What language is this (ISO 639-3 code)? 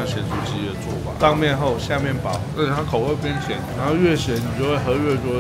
zho